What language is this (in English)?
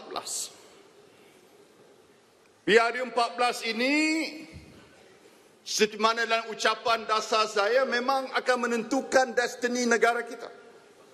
Malay